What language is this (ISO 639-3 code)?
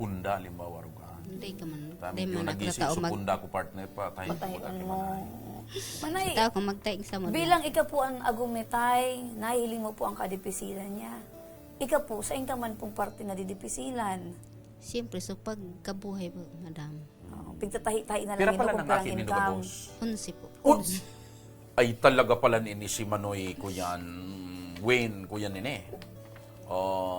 bik